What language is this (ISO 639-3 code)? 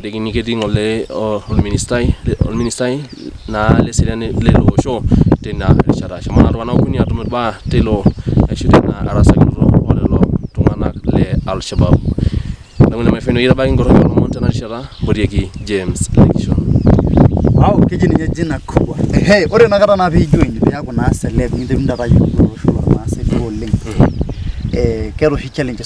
mas